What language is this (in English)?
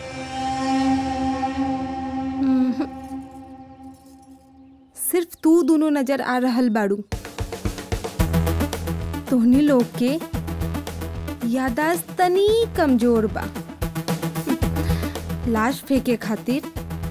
Bhojpuri